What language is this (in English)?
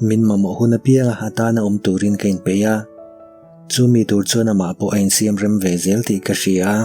Mizo